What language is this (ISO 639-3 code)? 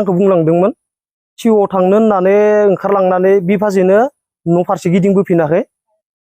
brx